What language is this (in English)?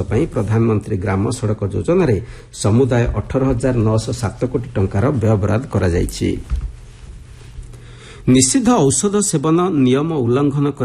Odia